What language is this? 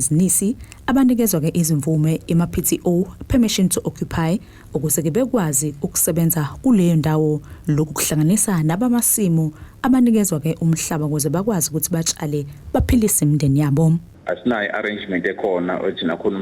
Zulu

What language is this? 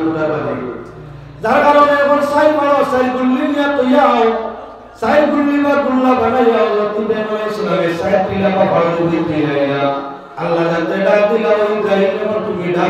Sylheti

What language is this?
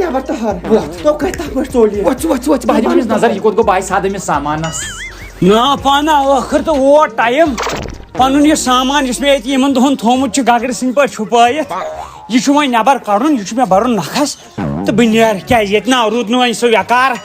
Kashmiri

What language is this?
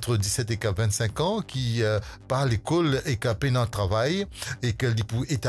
Morisyen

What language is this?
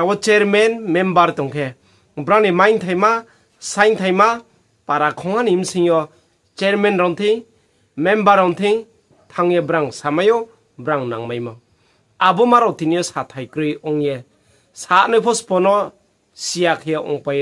Riang (India)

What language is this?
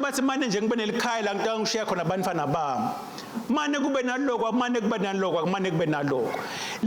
Swati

